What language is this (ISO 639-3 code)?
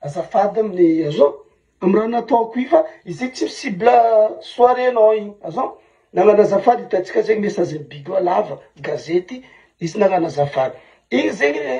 mlg